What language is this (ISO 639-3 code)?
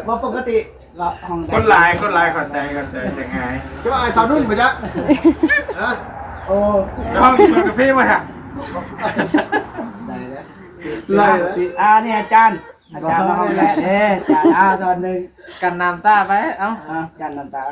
tts